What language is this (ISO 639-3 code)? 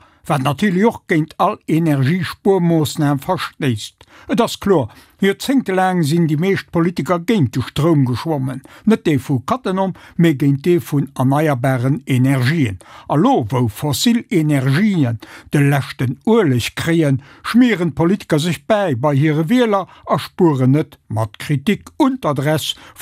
ltz